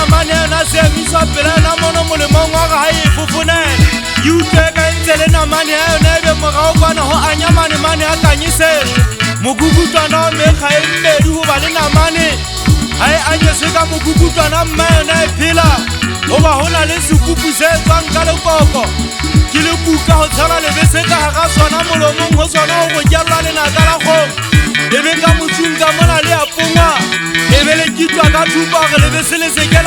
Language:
Southern Sotho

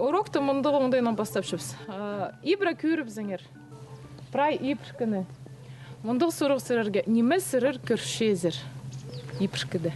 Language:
Khakas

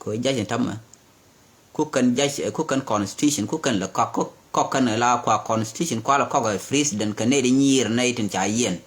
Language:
Nuer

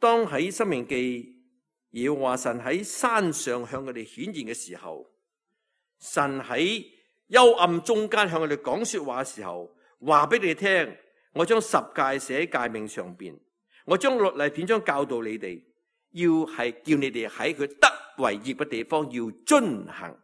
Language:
Cantonese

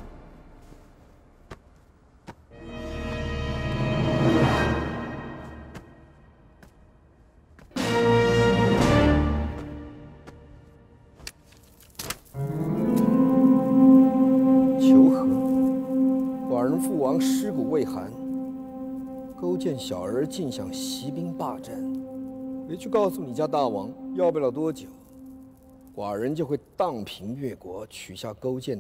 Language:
Chinese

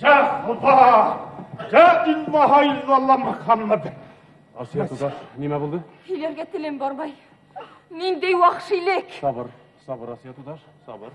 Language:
Bashkir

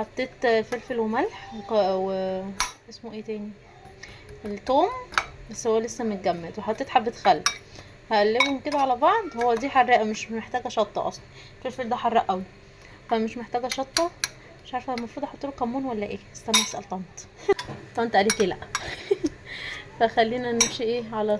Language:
Egyptian Arabic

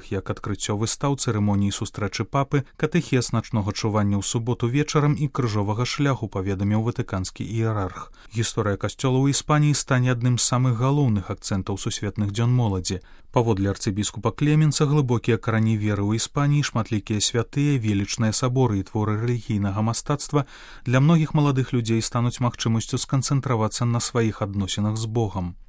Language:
Belarusian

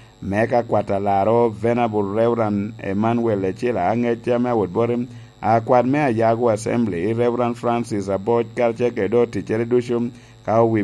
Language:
Lango (Uganda)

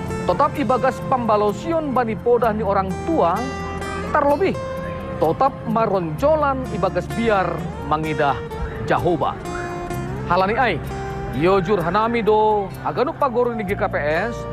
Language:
Batak Simalungun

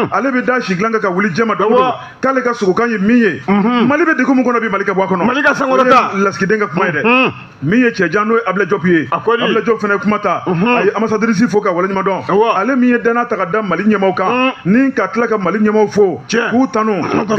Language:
Bambara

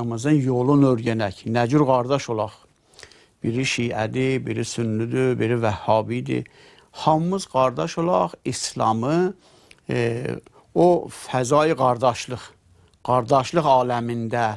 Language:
Azerbaijani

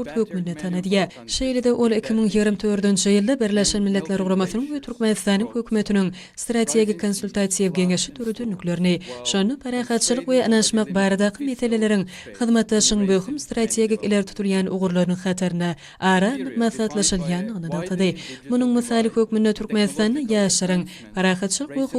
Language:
Turkmen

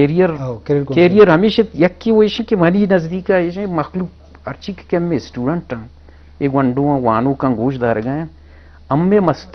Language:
Eastern Balochi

